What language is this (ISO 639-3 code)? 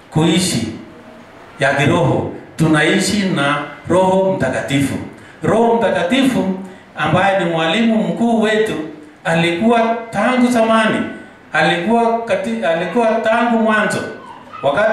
swa